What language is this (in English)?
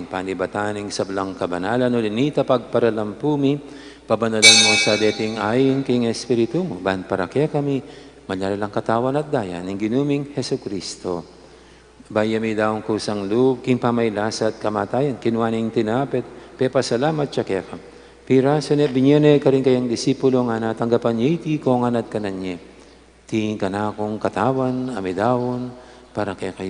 Pampanga